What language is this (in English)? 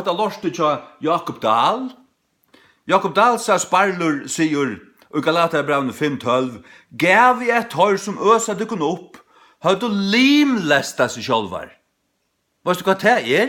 Faroese